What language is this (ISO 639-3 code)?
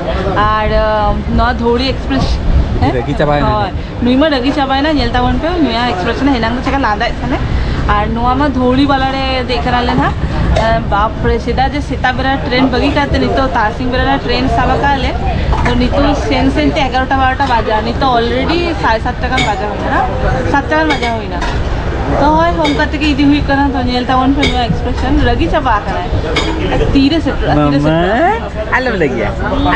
sat